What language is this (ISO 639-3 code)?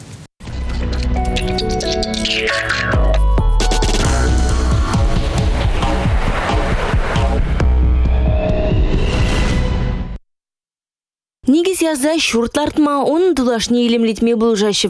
chv